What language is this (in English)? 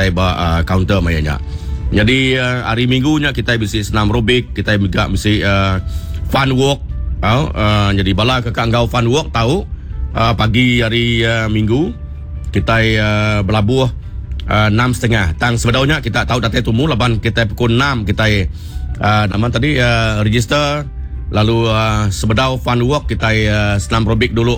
Iban